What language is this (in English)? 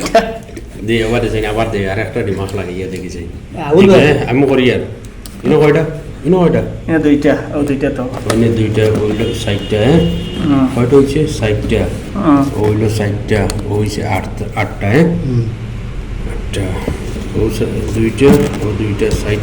Sylheti